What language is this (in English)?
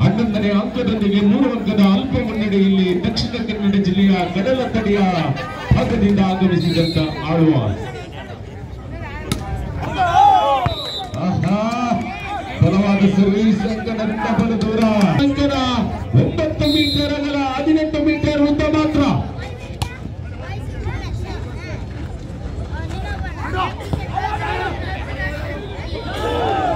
Kannada